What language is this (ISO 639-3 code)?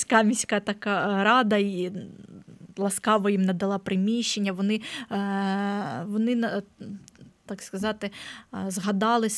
ukr